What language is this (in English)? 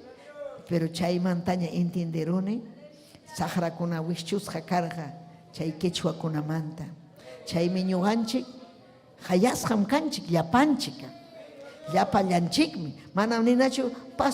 Ayacucho Quechua